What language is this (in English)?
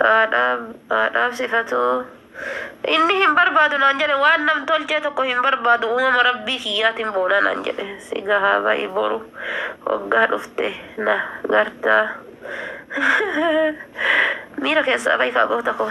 Oromo